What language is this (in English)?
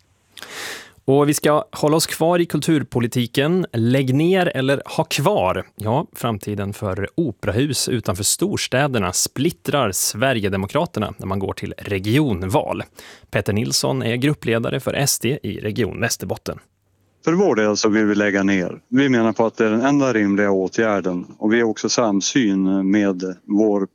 Swedish